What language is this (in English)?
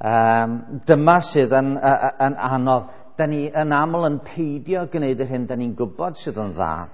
Welsh